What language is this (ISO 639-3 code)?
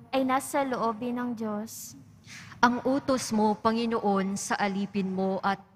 fil